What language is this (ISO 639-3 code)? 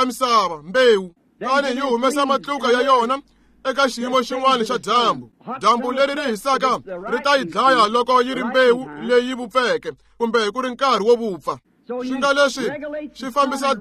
tso